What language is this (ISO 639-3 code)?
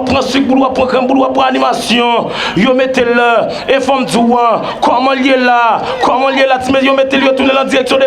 hat